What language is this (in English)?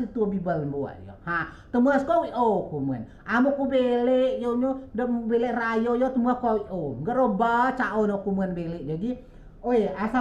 Rejang